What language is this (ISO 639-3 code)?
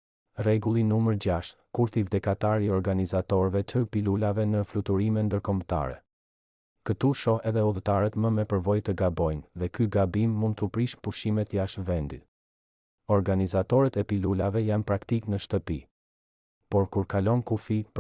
sqi